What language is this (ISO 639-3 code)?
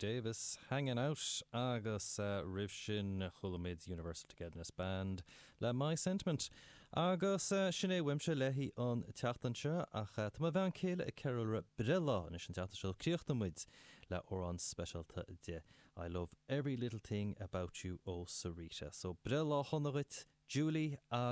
gle